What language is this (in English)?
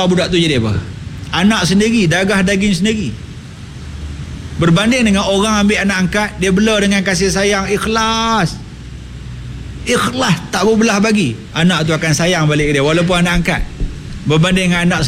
Malay